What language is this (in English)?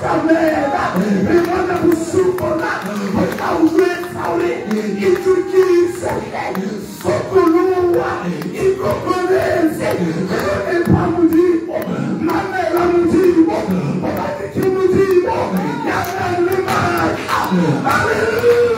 Southern Sotho